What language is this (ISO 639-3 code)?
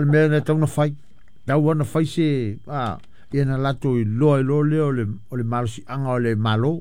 smo